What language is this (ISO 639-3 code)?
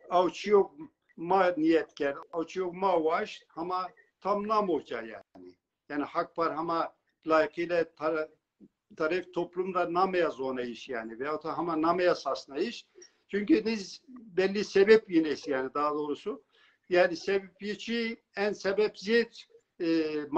zza